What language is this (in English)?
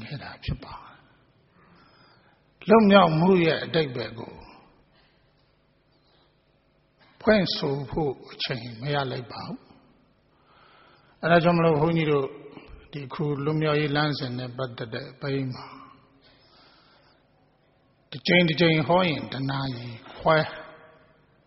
Burmese